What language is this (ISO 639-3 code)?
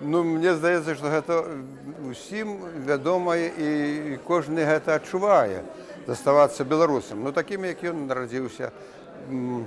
bel